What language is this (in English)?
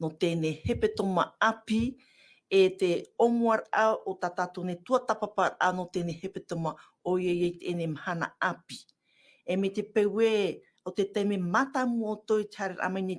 Tahitian